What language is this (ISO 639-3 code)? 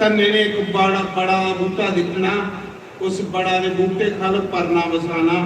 doi